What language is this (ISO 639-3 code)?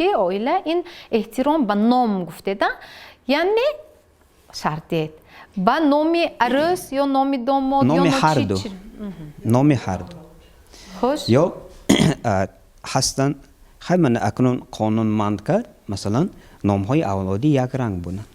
tgk